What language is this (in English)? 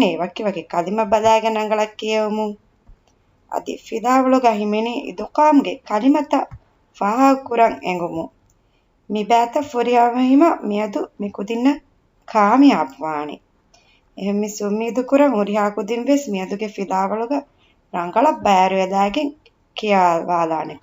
Divehi